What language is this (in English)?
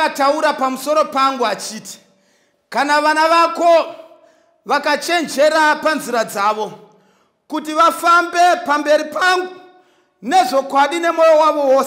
Shona